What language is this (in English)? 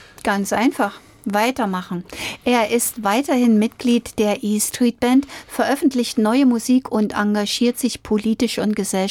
German